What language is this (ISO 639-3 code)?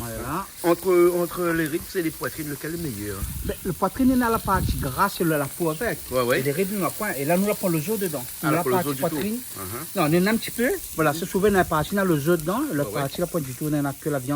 rcf